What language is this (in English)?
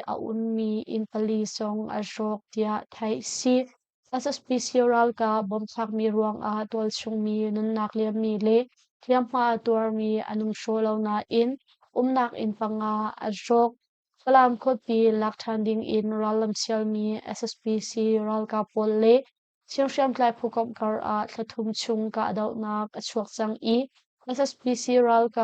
Hakha Chin